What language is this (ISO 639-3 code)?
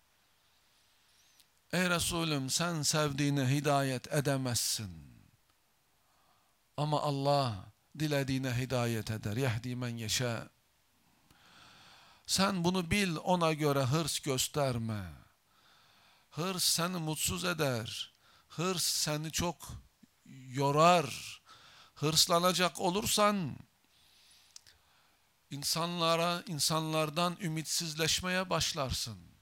tur